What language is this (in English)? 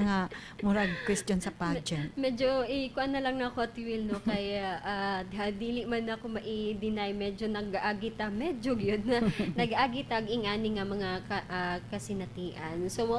Cebuano